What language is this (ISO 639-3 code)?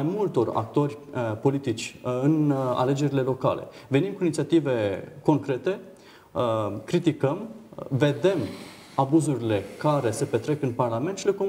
ron